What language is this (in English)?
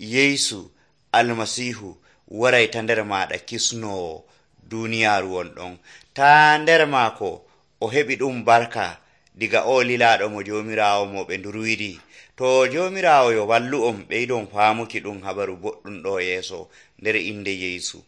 Nigerian Fulfulde